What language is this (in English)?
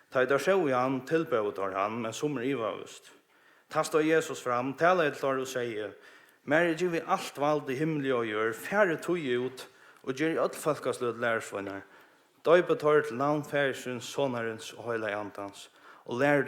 Faroese